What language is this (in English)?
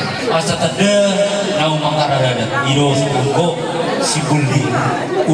Batak Toba